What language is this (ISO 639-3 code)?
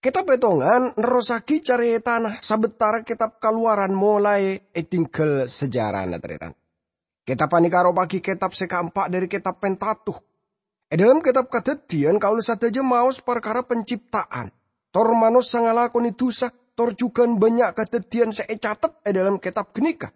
mad